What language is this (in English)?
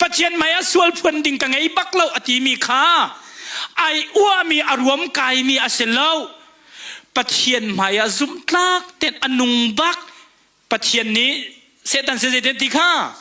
Hakha Chin